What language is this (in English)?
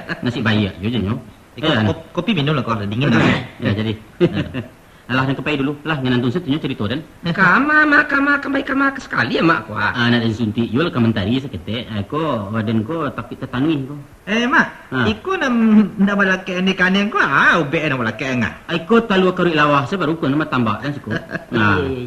Minangkabau